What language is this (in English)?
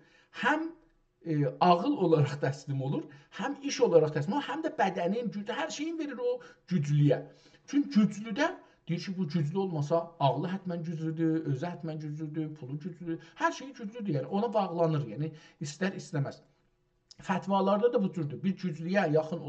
South Azerbaijani